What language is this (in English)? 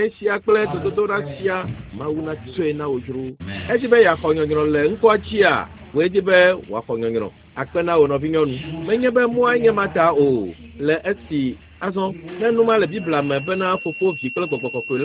Ewe